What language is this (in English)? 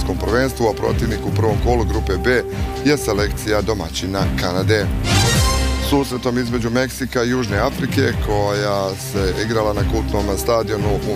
Bosnian